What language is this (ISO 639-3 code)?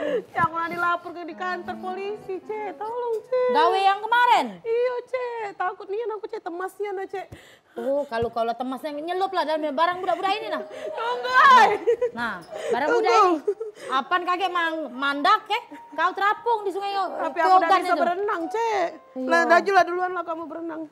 mui